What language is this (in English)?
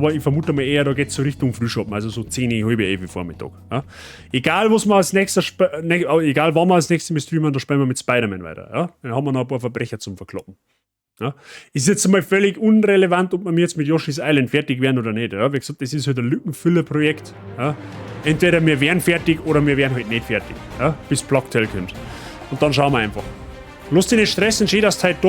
Bavarian